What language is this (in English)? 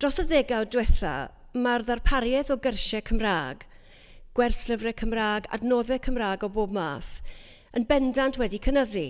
Welsh